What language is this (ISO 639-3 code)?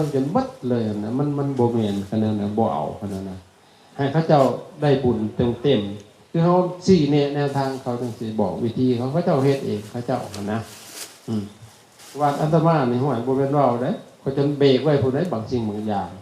lao